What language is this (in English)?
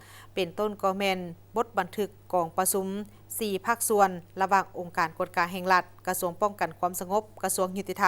Lao